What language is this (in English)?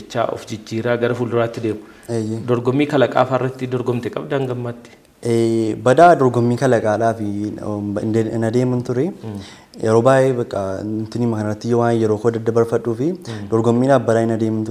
Oromo